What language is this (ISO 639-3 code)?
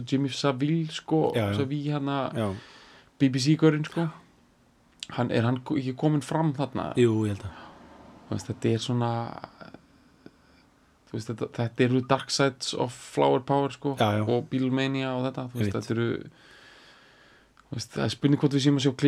isl